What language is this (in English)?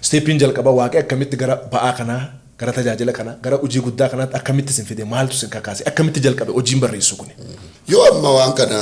Oromo